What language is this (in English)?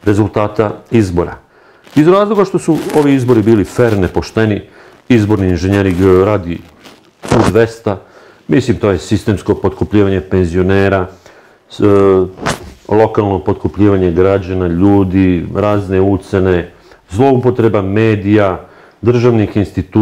Serbian